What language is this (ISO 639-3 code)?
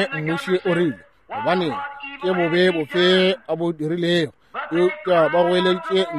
nso